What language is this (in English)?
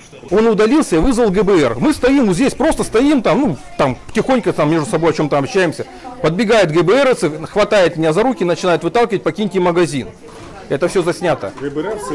Russian